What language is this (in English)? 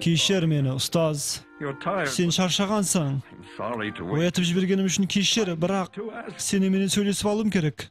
Kara-Kalpak